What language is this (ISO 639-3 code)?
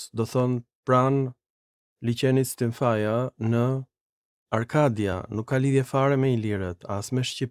sqi